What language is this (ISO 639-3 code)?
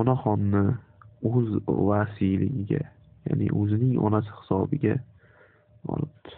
uzb